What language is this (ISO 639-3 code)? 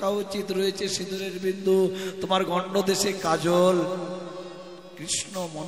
ben